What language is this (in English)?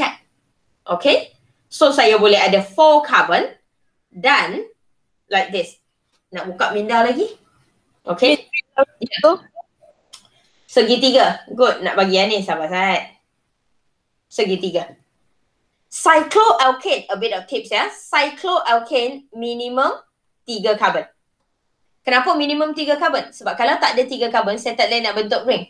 Malay